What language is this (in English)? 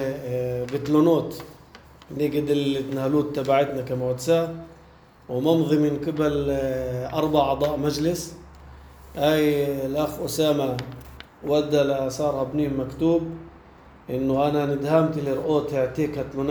North Levantine Arabic